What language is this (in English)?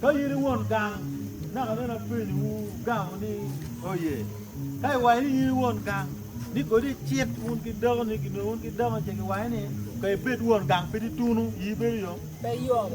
Acoli